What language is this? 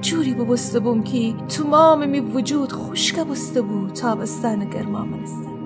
Gilaki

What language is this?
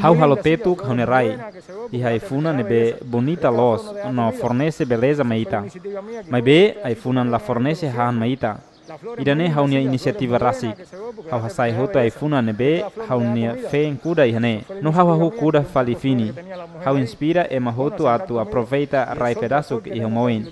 Tetum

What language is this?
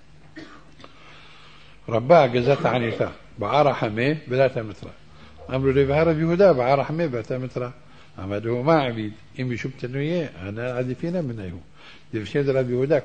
Hebrew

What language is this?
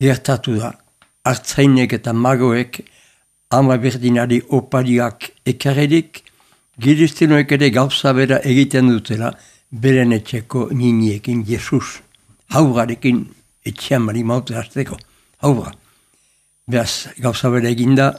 Basque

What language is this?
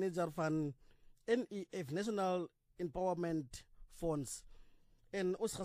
Afrikaans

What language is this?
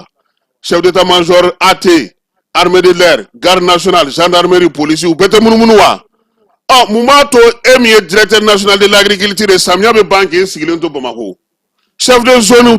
Bambara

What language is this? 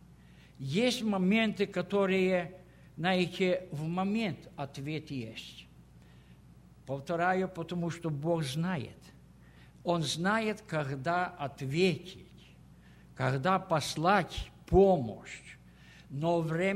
Russian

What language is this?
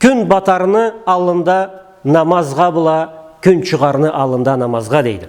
Karachay-Balkar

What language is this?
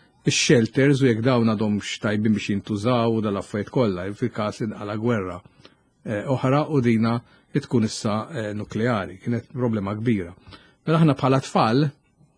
Maltese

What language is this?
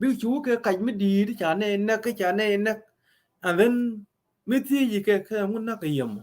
Nuer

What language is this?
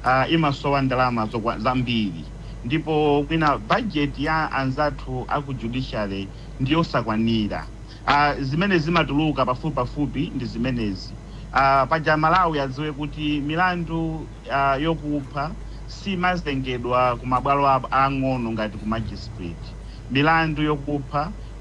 Nyanja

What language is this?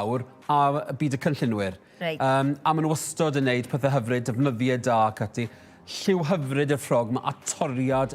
Welsh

